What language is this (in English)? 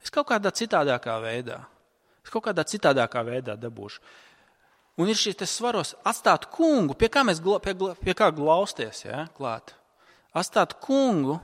Latvian